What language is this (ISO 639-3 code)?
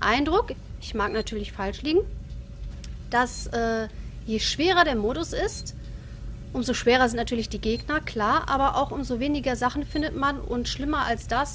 deu